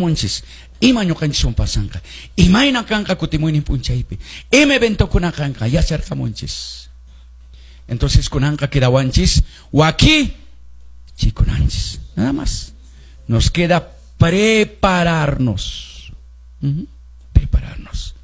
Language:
Quechua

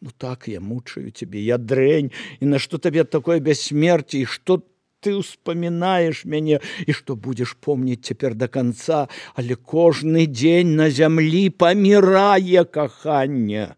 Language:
Belarusian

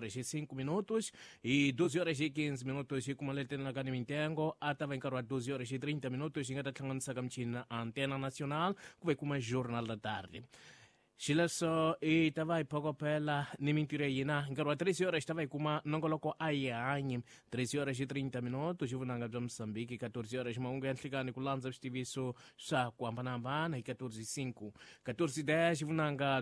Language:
Tsonga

